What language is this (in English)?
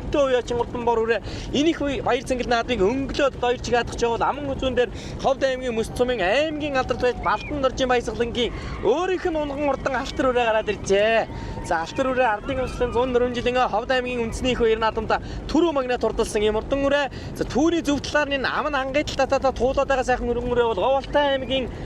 Mongolian